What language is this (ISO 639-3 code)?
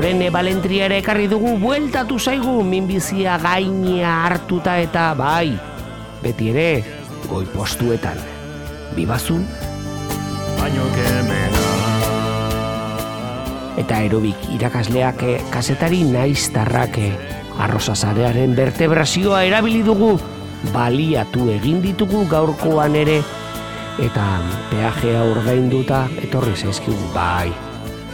eus